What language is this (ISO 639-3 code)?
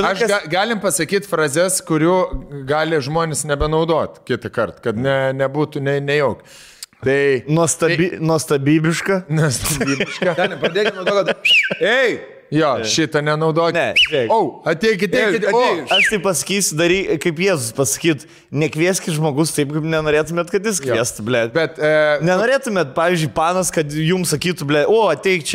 lit